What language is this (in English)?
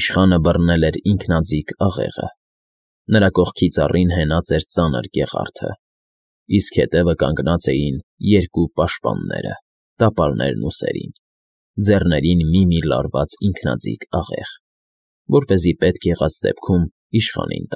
Armenian